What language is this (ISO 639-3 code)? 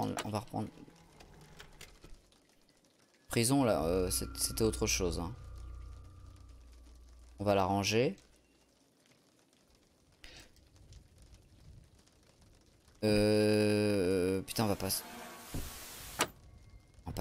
fra